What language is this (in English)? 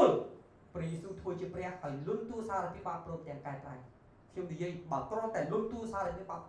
Khmer